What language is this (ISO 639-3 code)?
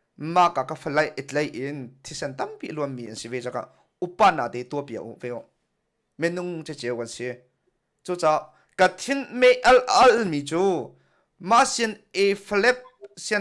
cnh